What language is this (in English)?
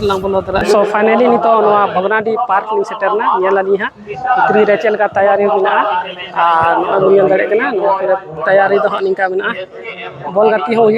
Santali